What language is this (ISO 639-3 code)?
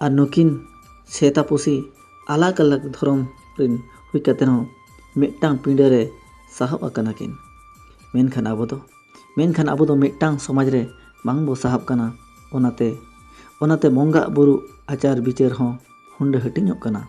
sat